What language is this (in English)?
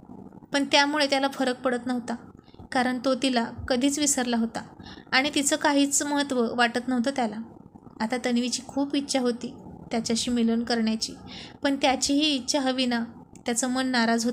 Marathi